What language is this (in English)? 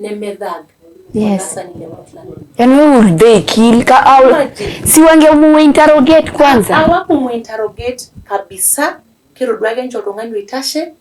Masai